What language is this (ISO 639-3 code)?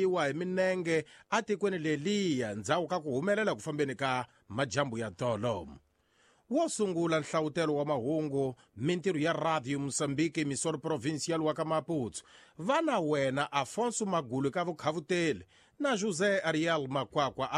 tso